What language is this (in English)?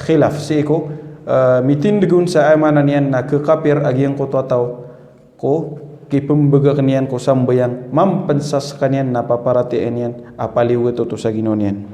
Maranao